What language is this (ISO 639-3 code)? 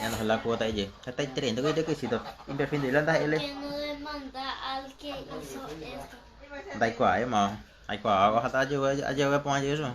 grn